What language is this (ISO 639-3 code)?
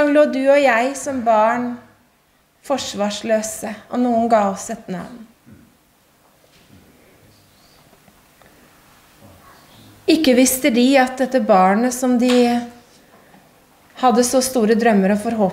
nor